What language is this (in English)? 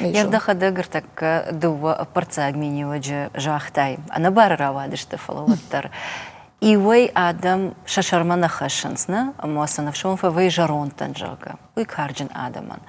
Ossetic